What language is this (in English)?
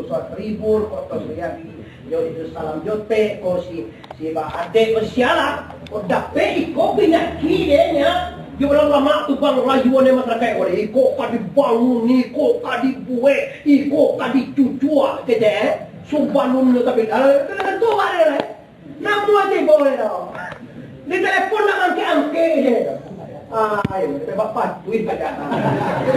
Minangkabau